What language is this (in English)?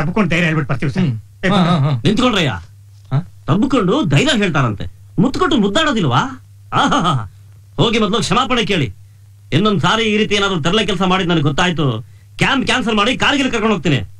Kannada